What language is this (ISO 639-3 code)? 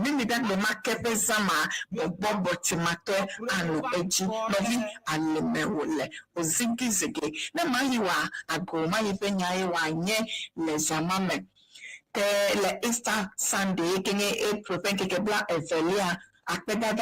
ewe